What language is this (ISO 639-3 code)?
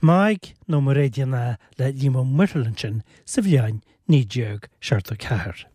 gle